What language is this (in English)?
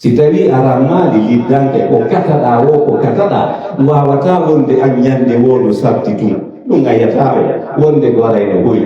Pular